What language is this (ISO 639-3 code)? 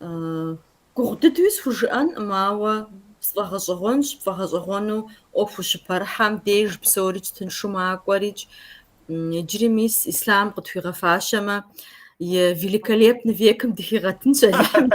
kbd